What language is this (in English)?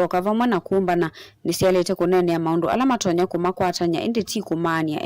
Kamba